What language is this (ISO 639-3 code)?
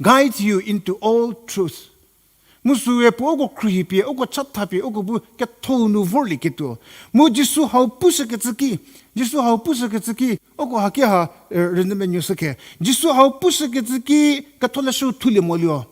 njm